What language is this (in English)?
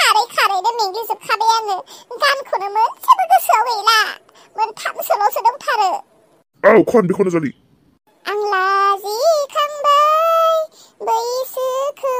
Bodo